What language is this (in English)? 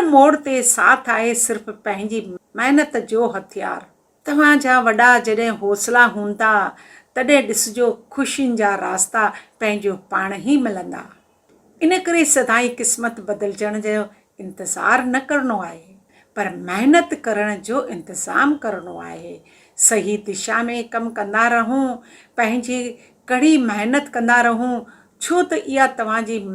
Sindhi